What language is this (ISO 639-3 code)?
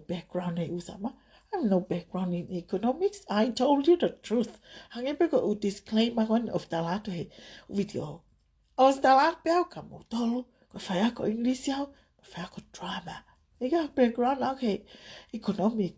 ton